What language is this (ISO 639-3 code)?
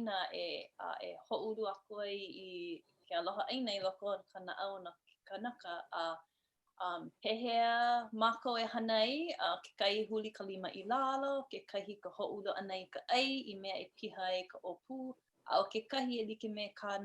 haw